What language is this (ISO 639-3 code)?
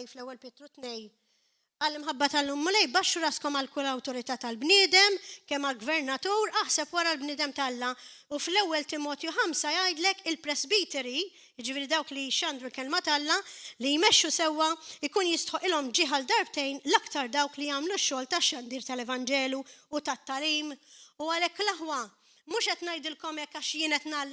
mlt